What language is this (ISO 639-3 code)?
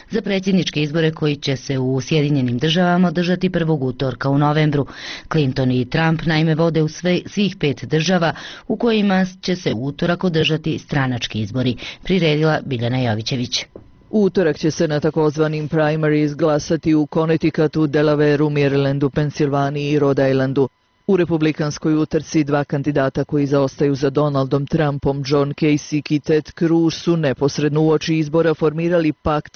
bos